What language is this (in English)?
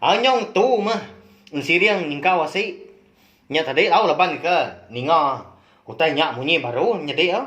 Iban